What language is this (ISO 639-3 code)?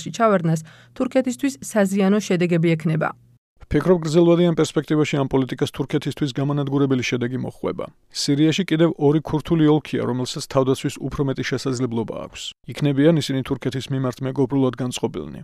kat